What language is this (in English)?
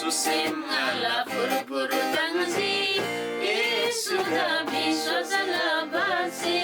Eastern Tamang